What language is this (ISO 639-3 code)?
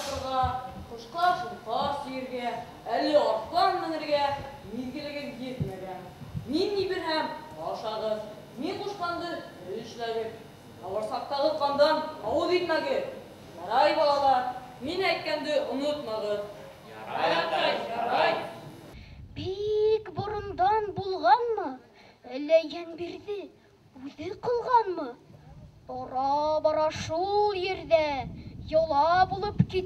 bak